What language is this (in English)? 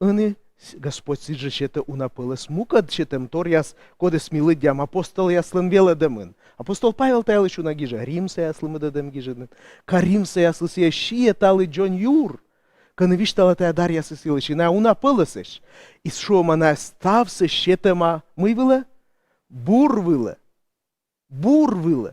Komi